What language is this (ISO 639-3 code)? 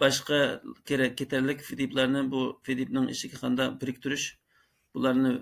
uig